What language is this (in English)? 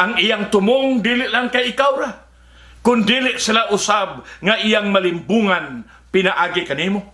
Cebuano